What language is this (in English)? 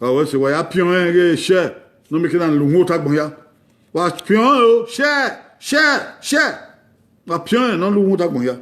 Bini